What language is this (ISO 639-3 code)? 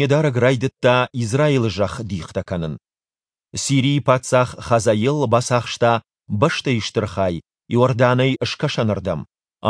oss